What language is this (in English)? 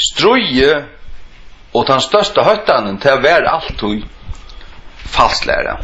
Faroese